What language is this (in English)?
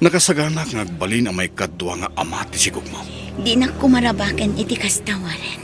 Iloko